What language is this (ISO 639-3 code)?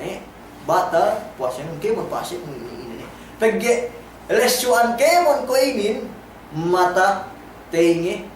yka